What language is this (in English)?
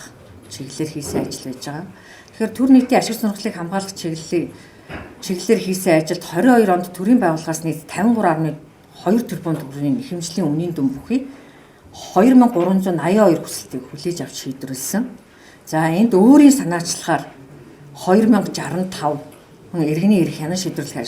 Mongolian